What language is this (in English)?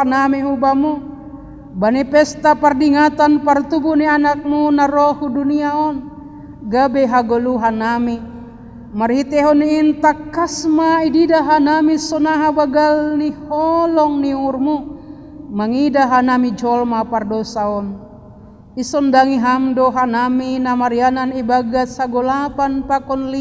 Batak Simalungun